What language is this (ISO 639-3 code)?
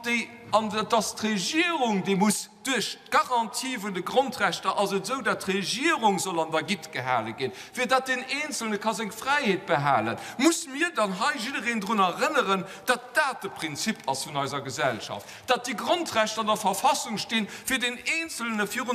ltz